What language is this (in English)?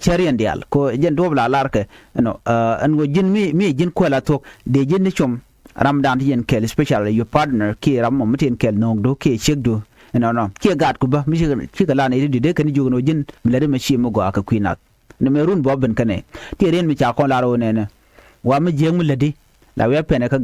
Nuer